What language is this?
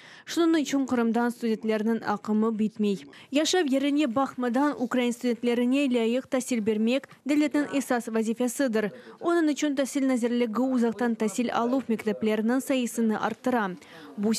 Crimean Tatar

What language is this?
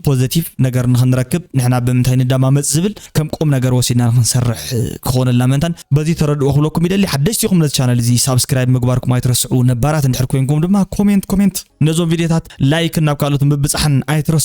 Tigrinya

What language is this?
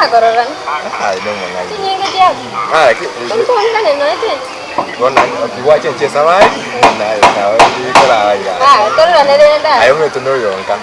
Gusii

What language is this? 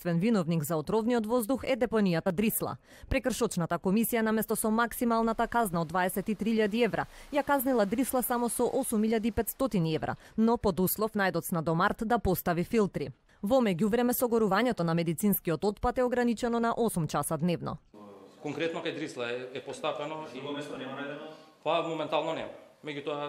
Macedonian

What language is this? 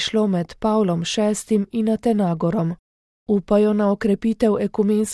Slovenian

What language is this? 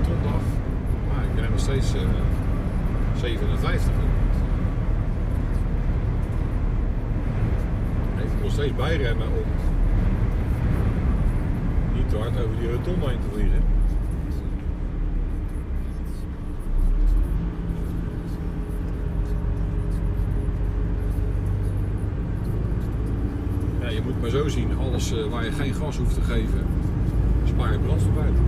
Dutch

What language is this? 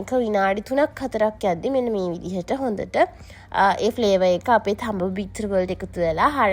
Sinhala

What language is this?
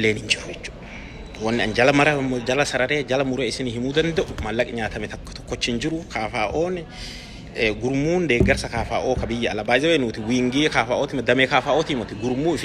Oromo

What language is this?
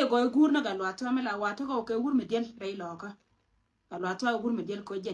Nuer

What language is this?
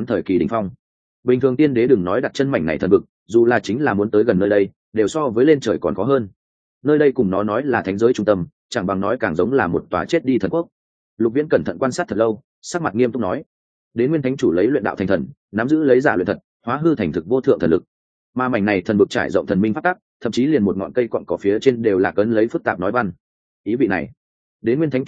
Vietnamese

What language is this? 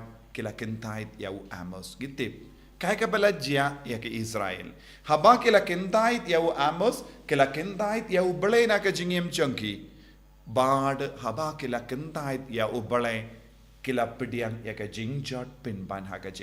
Khasi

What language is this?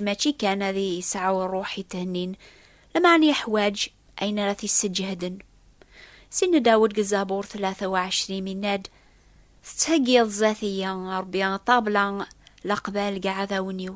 Kabyle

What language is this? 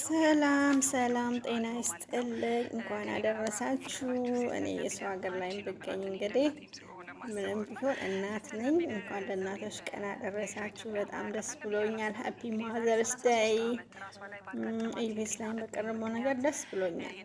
Amharic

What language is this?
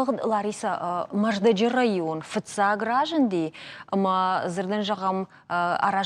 Ossetic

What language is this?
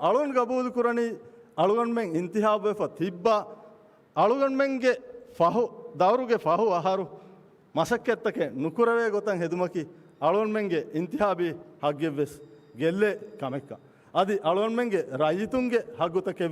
Divehi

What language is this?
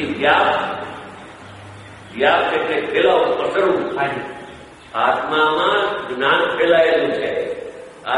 Gujarati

